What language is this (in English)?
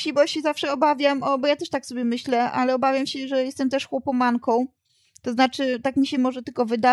Polish